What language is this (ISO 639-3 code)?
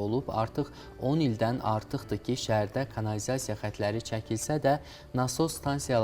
aze